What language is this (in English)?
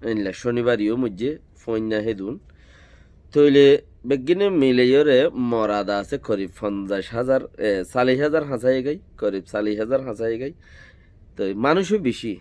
Rohingya